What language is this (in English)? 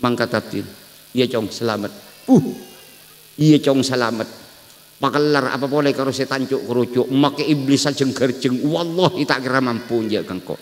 Madurese